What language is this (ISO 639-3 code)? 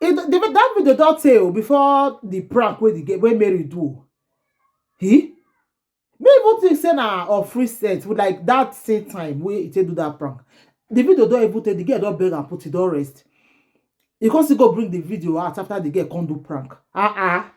pcm